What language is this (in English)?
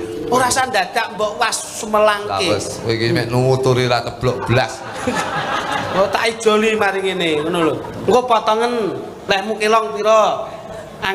Javanese